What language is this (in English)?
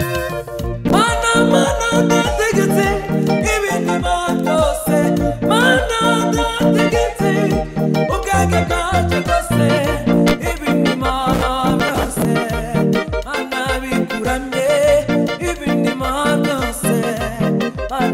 Kinyarwanda